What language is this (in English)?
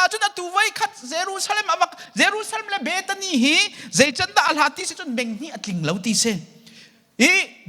Hakha Chin